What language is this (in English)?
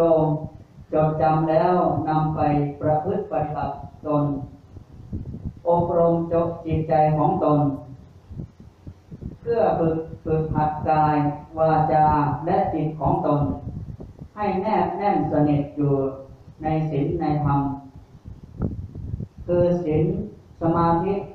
Thai